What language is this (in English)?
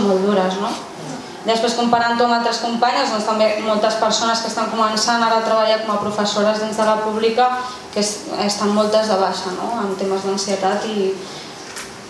Catalan